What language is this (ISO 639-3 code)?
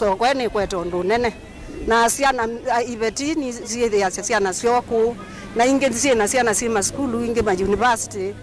kam